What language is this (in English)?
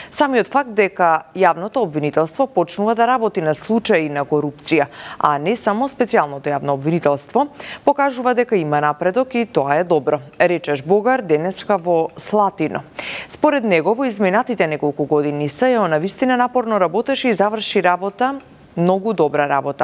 Macedonian